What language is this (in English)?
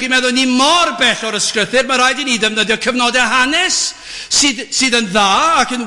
Welsh